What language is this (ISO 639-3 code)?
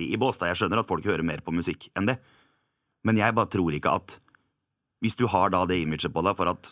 nor